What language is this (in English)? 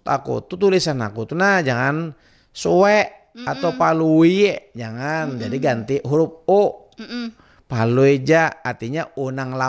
Banjar